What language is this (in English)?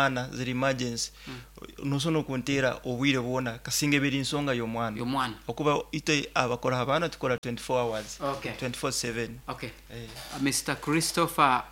Nyoro